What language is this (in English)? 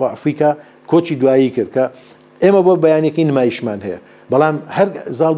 Central Kurdish